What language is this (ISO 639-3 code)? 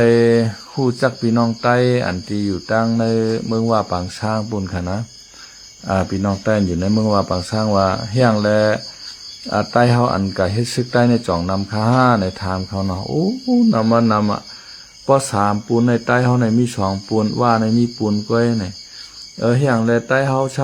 shn